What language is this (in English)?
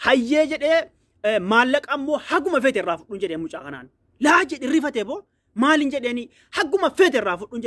Oromo